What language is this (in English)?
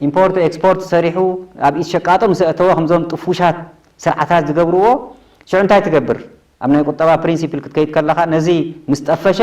Tigrinya